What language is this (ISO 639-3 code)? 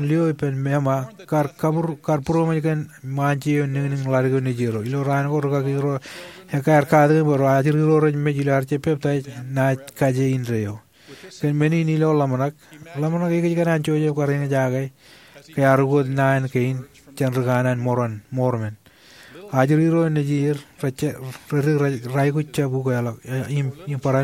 mah